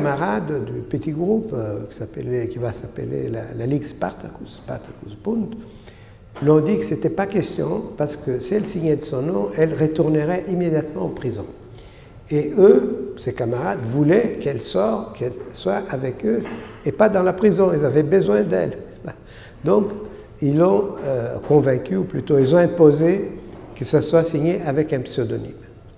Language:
French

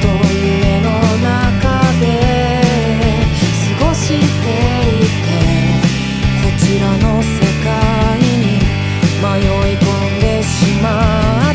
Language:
Japanese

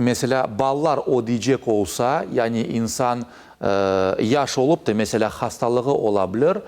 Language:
Crimean Tatar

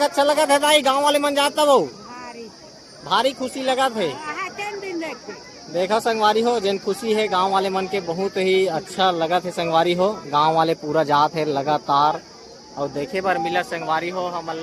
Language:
Chhattisgarhi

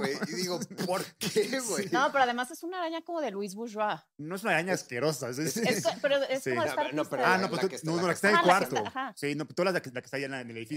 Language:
Spanish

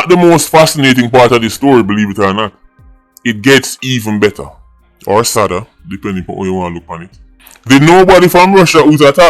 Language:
Jamaican Creole English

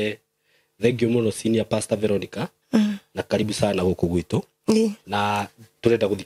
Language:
Kikuyu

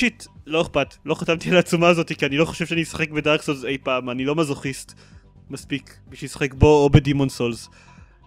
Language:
Hebrew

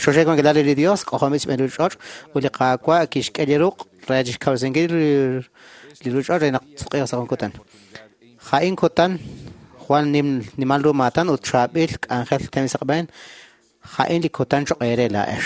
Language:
Kekchí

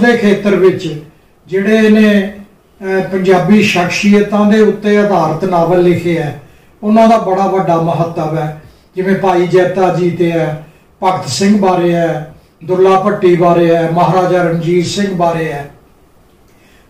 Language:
Punjabi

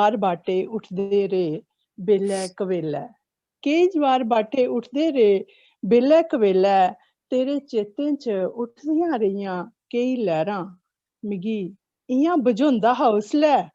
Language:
Dogri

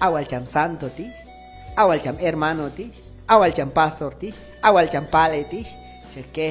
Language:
Q'anjob'al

